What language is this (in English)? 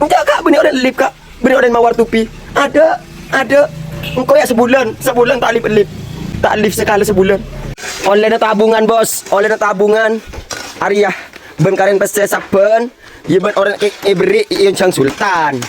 Madurese